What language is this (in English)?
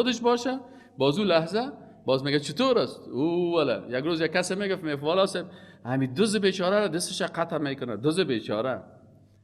Persian